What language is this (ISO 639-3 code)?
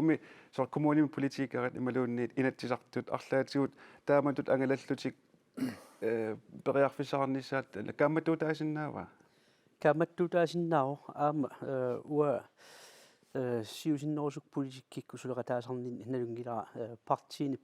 kal